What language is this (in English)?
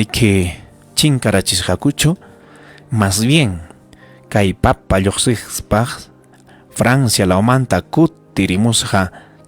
Ayacucho Quechua